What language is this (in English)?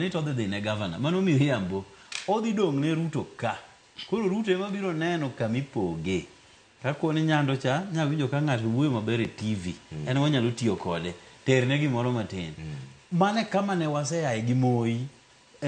Luo (Kenya and Tanzania)